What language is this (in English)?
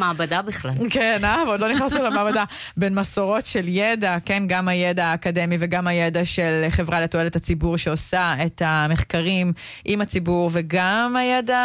Hebrew